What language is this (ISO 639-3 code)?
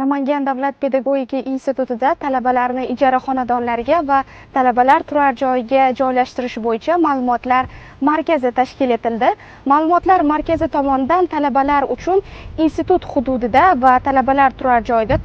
uzb